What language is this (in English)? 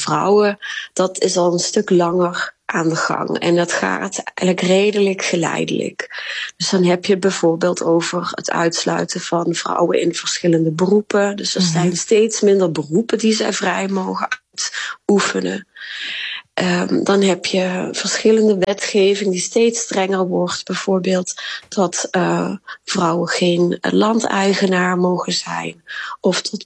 Dutch